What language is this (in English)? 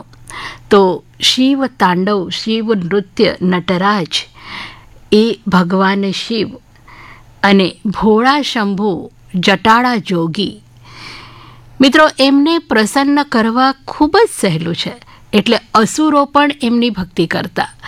Gujarati